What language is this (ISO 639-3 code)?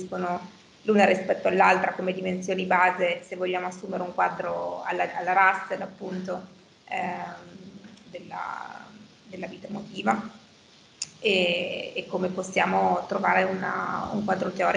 ita